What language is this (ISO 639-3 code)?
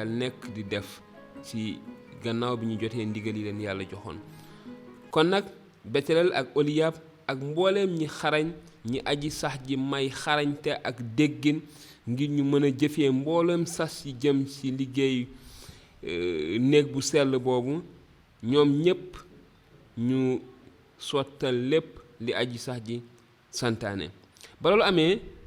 wol